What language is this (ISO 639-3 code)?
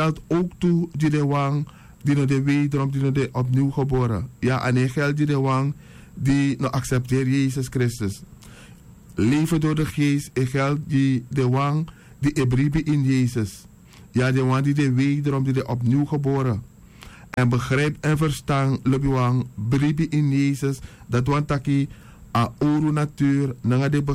srn